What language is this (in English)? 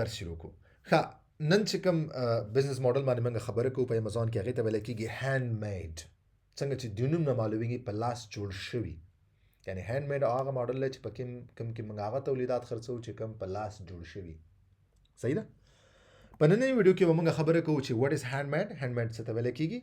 Pashto